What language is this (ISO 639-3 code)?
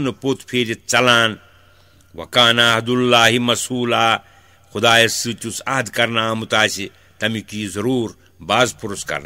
kas